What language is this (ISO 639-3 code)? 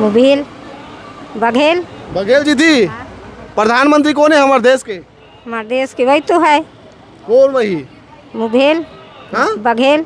hne